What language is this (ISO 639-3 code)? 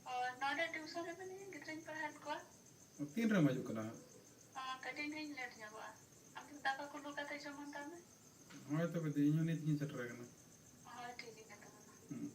sat